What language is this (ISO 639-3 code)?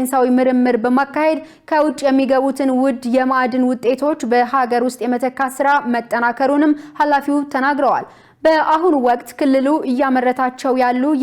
amh